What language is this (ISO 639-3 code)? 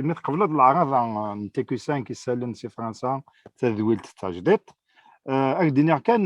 kab